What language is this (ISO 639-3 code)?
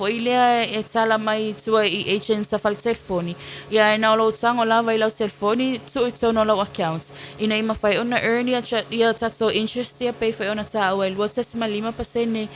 smo